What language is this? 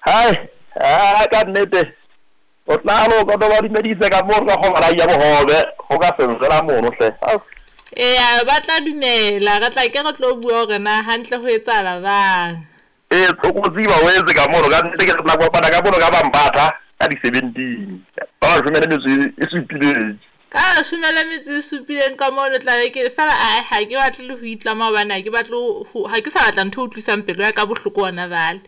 Southern Sotho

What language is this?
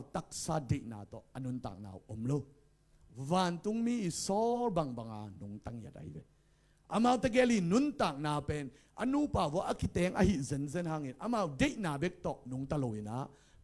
Tedim Chin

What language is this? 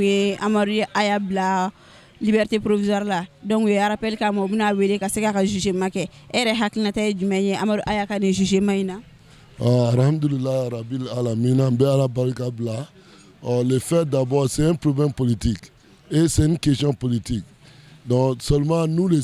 Bambara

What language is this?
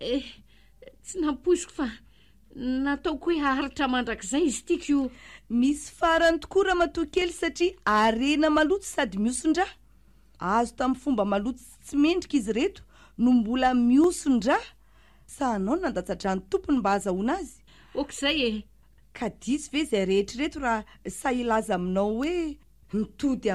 Malagasy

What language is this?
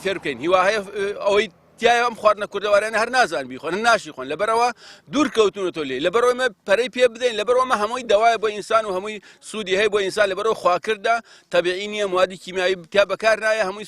Central Kurdish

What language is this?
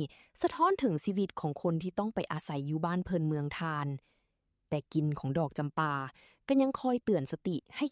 Lao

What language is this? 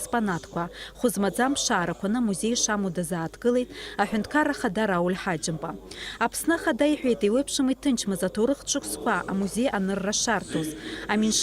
Abkhazian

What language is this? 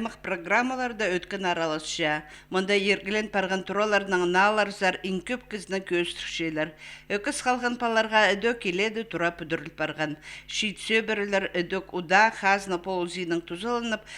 Khakas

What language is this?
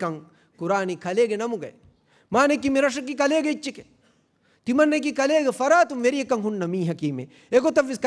Divehi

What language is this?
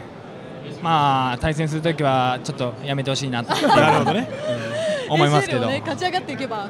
Japanese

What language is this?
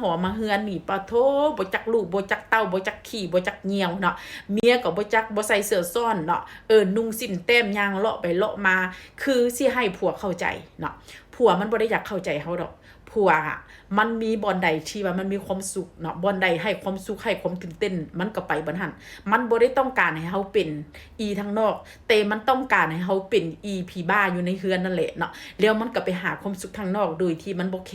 Lao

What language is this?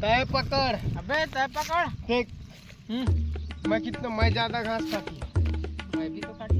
Chhattisgarhi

